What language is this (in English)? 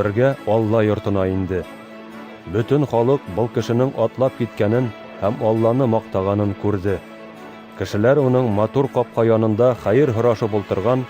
Bashkir